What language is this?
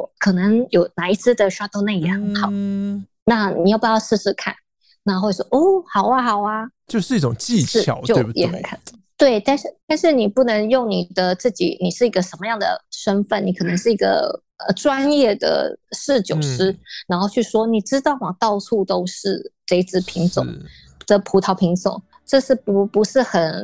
Chinese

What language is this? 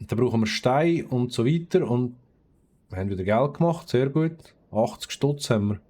Swiss German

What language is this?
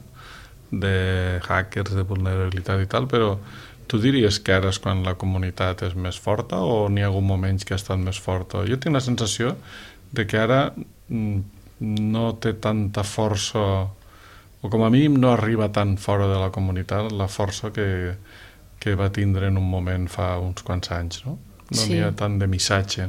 Catalan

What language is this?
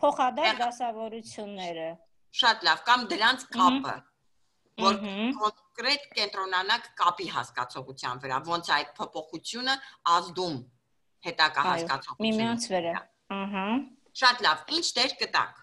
Armenian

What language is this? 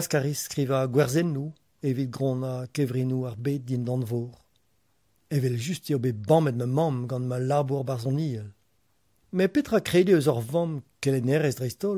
Breton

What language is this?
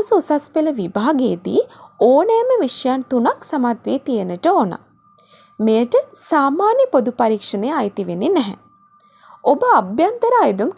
Sinhala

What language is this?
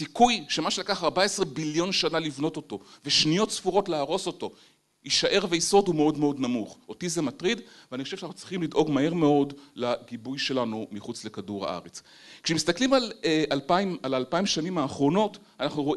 Hebrew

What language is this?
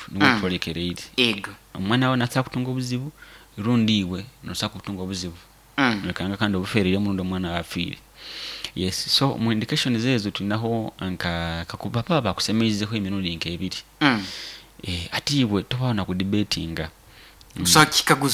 Nyoro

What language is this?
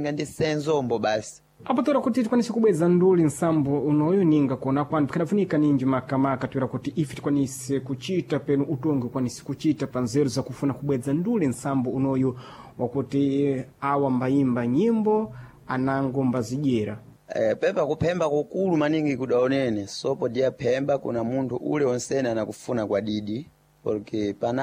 Sena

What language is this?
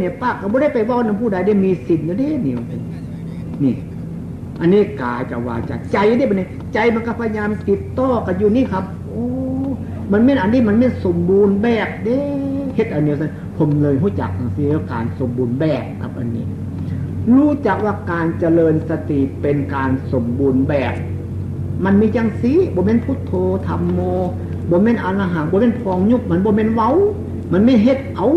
Northeastern Thai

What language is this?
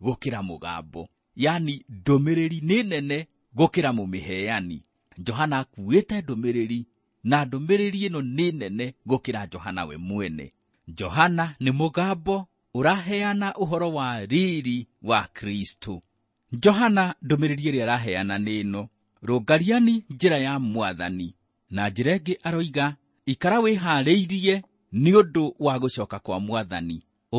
Kikuyu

